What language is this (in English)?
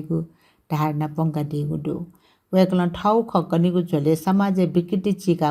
Newari